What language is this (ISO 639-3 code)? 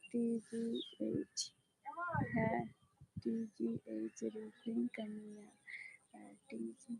sat